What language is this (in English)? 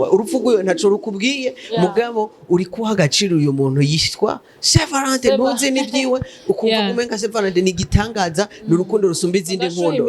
Rundi